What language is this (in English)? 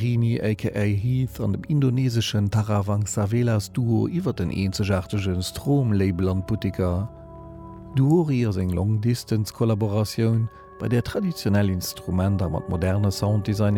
Luxembourgish